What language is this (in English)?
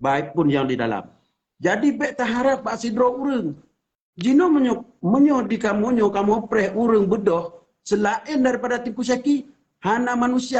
Achinese